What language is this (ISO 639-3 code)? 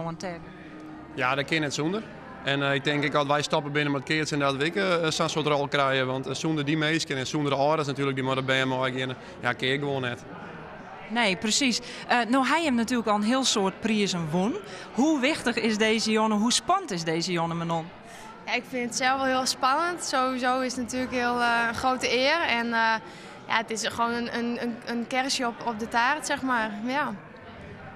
fry